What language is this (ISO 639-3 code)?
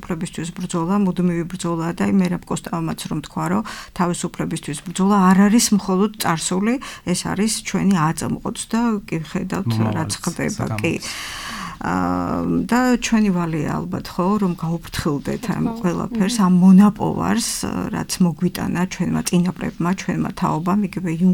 kat